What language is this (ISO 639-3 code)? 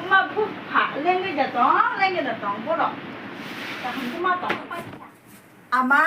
trp